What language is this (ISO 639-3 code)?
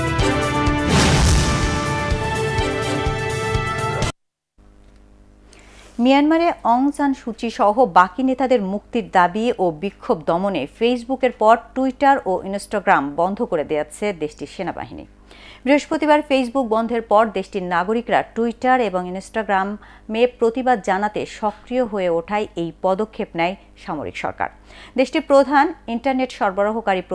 ben